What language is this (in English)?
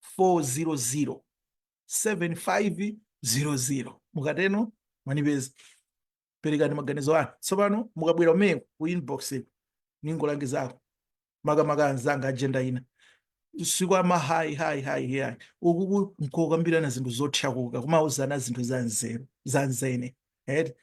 Nyanja